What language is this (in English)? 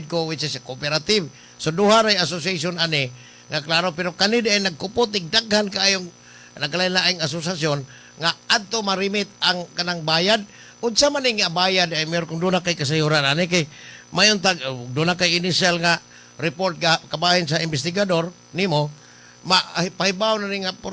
Cebuano